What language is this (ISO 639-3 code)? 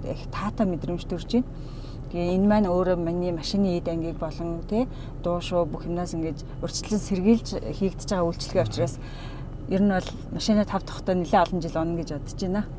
mon